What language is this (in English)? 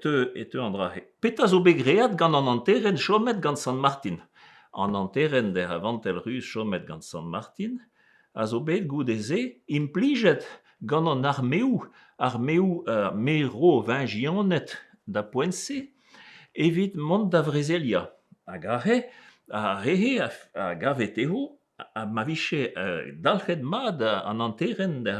Breton